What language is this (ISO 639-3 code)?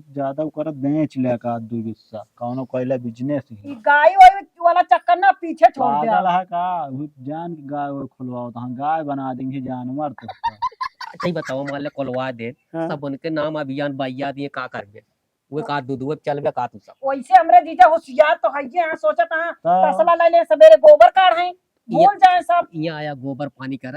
awa